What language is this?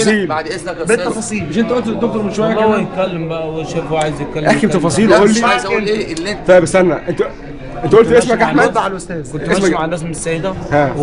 Egyptian Arabic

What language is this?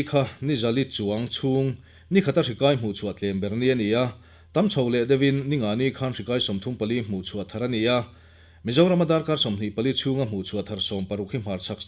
Mizo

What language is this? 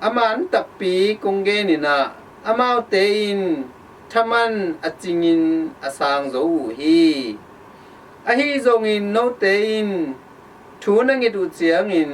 Tedim Chin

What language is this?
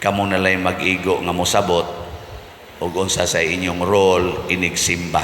Cebuano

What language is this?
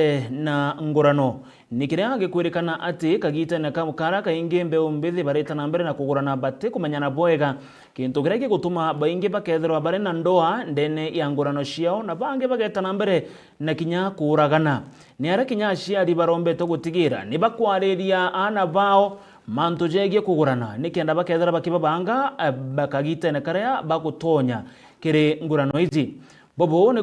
Meru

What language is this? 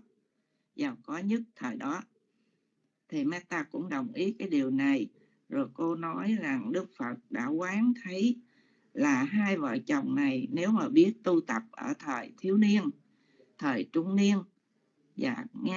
Vietnamese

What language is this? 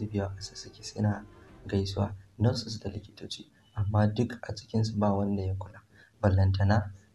Hausa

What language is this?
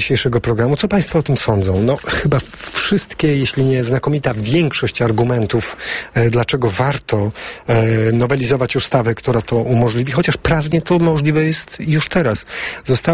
Polish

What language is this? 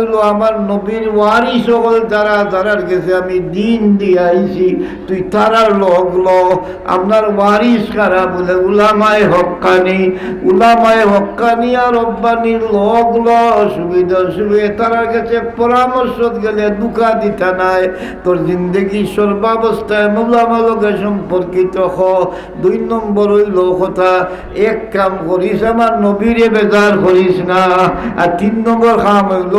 Sylheti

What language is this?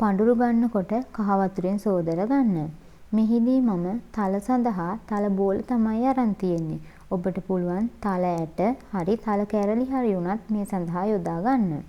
Sinhala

